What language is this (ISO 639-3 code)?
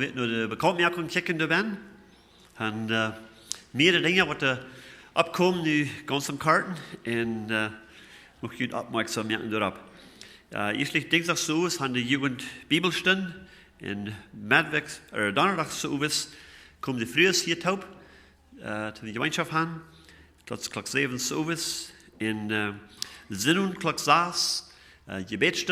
pdt